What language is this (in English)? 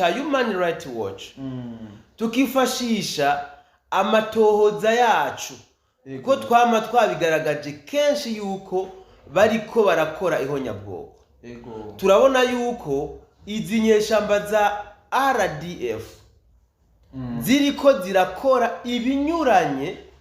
Rundi